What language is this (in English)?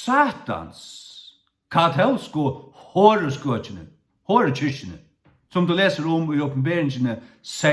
Faroese